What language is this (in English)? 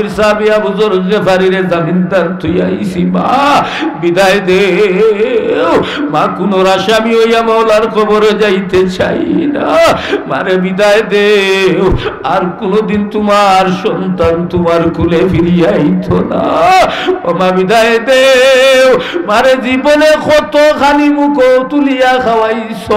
Sylheti